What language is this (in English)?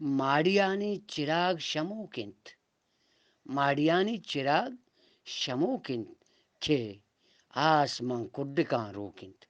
Eastern Balochi